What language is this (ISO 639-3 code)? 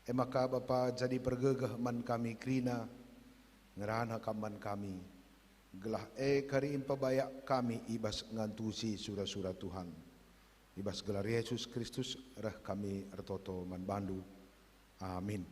btx